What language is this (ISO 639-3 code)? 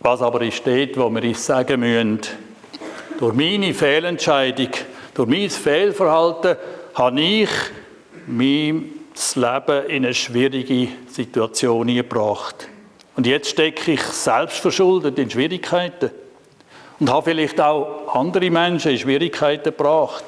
gsw